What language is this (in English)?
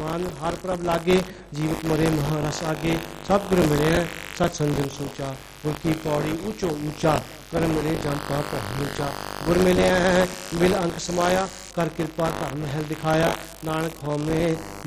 Punjabi